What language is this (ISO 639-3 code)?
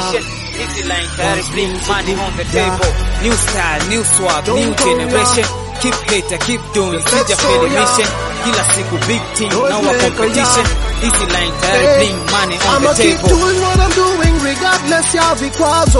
swa